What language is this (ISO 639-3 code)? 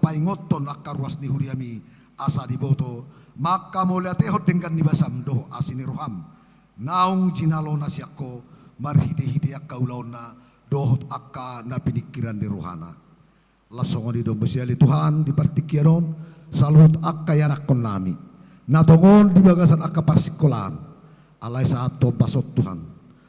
bbc